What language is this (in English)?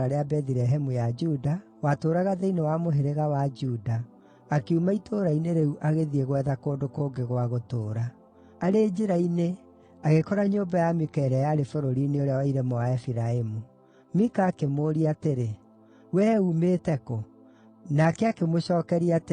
Kikuyu